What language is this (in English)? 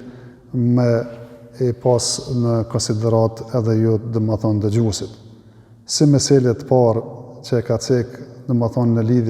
Albanian